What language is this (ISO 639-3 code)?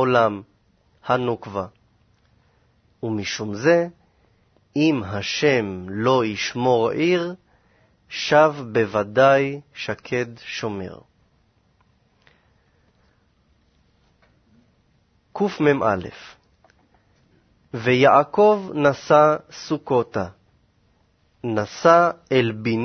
heb